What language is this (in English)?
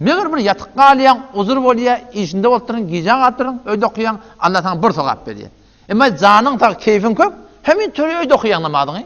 Turkmen